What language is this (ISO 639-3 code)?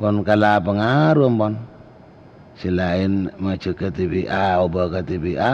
mad